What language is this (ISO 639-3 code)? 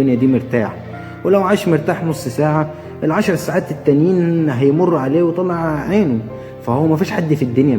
arz